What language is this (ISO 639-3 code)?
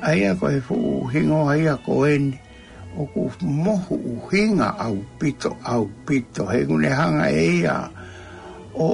ton